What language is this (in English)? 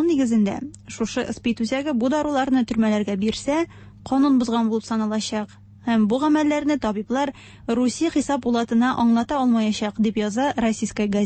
Tatar